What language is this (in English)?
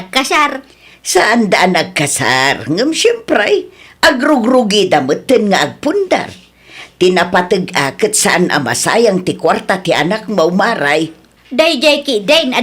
Iloko